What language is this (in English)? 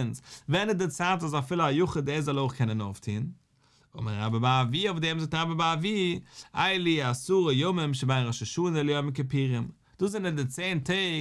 Yiddish